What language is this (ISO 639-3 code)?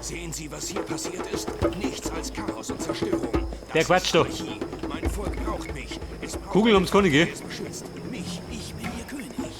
bar